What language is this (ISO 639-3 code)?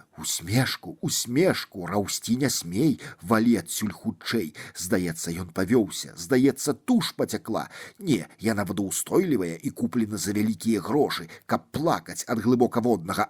bel